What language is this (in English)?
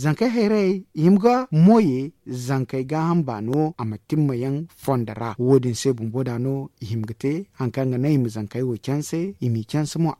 Zarma